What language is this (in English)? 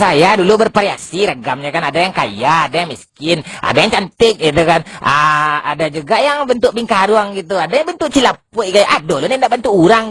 Minangkabau